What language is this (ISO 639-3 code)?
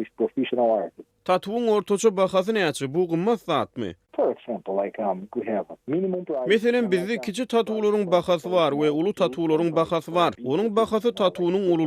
tuk